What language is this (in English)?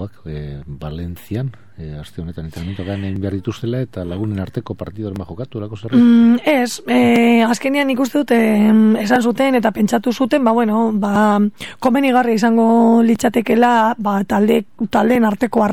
Basque